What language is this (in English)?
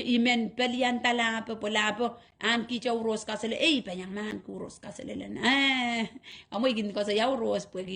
Pohnpeian